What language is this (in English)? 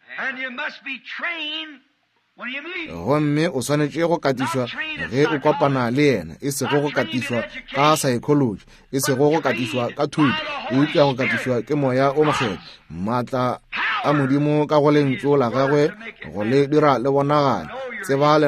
Northern Sotho